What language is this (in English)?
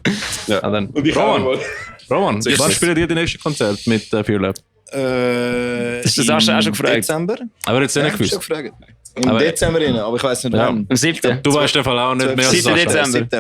Swiss German